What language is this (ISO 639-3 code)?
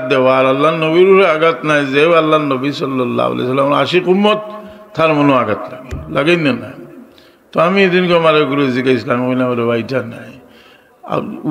syl